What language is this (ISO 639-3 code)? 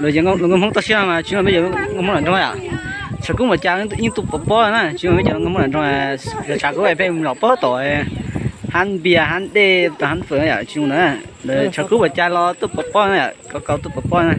hmn